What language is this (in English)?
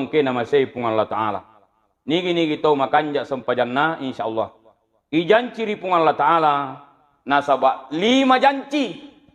Buginese